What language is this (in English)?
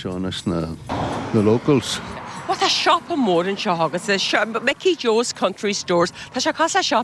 Irish